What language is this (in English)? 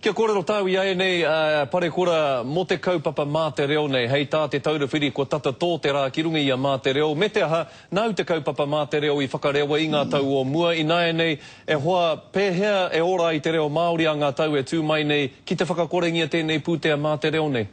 Māori